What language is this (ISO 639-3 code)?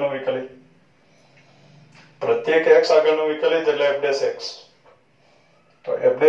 guj